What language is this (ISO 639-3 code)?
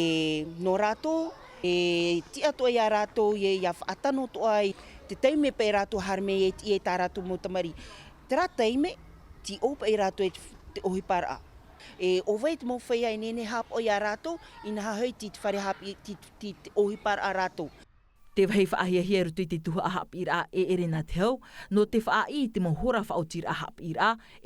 tah